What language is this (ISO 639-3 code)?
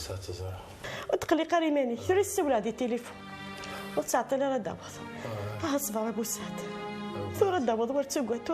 kab